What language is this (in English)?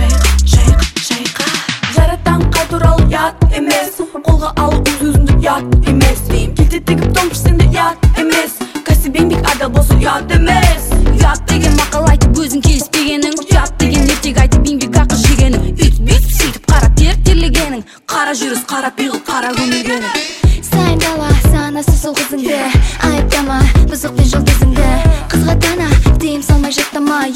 Kazakh